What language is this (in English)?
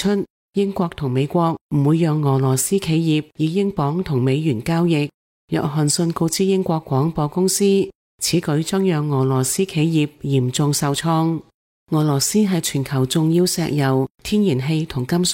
Cantonese